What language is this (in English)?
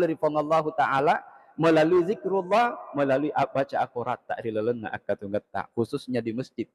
Buginese